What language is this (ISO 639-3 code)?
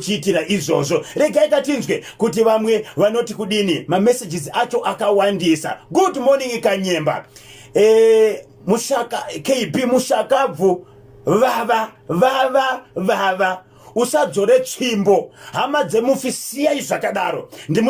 sna